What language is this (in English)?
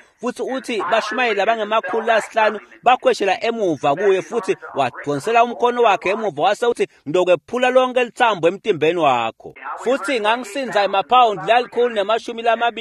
Swati